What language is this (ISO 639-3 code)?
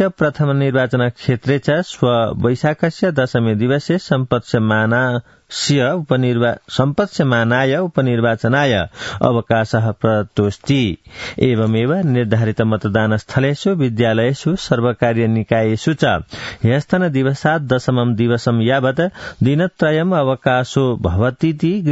san